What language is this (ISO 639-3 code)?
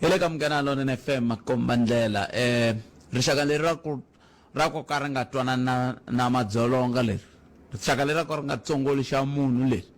tso